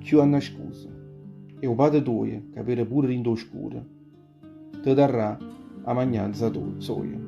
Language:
Neapolitan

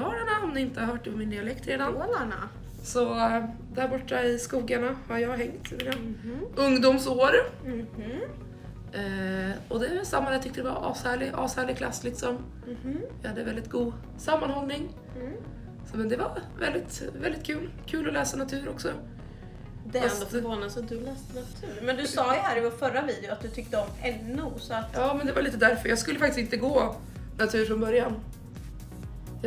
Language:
Swedish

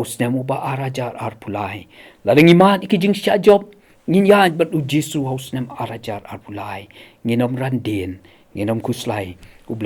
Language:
Khasi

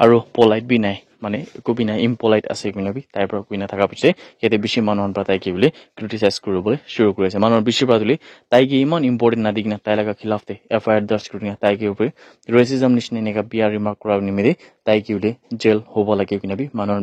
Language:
Naga Pidgin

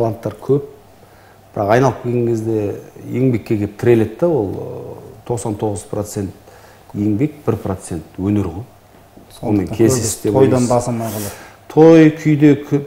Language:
Kazakh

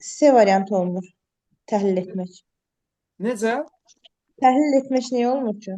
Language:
Azerbaijani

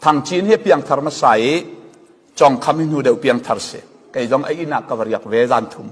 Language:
Falam Chin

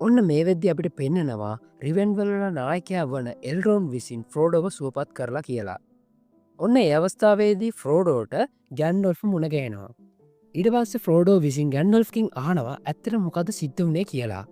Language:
Sinhala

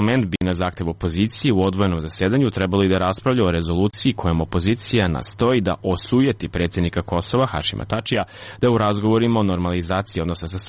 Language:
Serbian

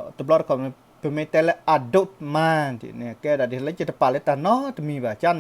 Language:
S'gaw Karen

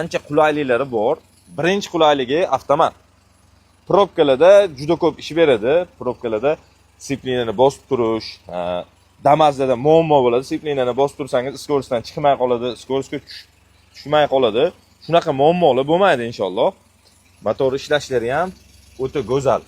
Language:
Uzbek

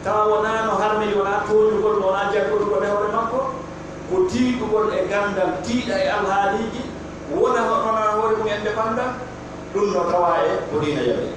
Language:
Pular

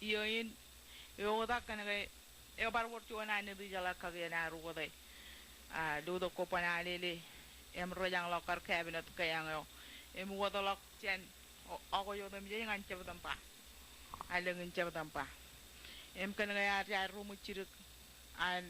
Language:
Marshallese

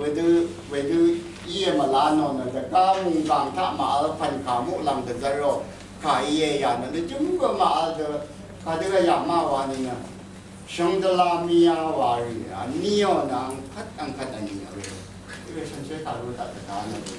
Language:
Rawang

